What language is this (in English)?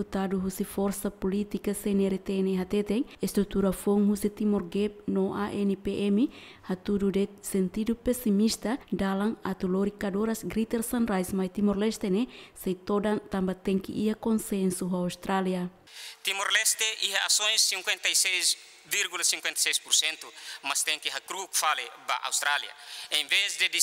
Tetum